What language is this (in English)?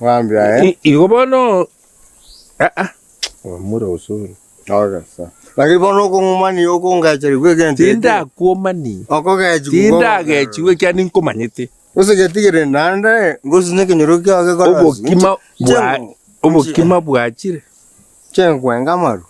Gusii